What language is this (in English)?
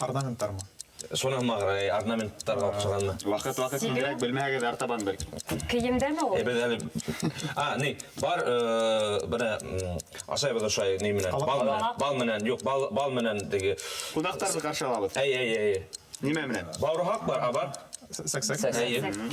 Bashkir